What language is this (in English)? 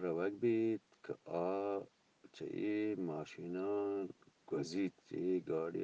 Eastern Balochi